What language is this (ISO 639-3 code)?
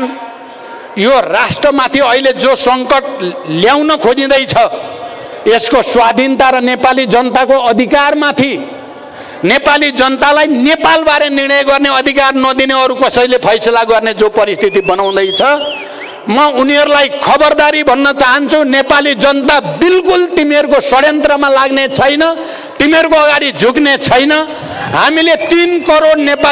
nep